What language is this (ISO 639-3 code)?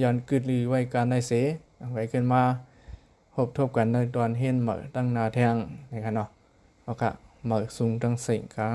shn